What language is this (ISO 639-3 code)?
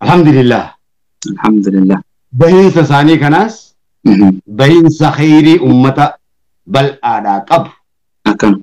orm